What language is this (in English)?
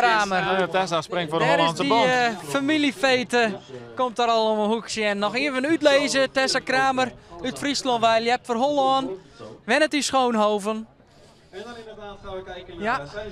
Western Frisian